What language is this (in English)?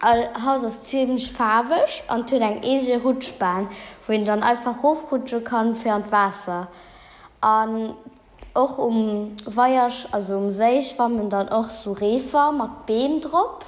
Luxembourgish